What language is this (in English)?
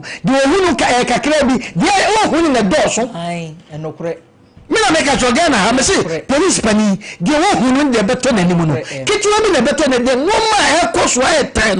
Akan